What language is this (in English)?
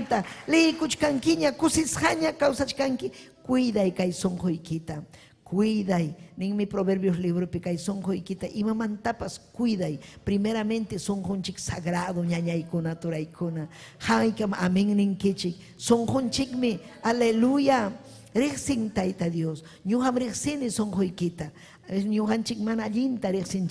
Ayacucho Quechua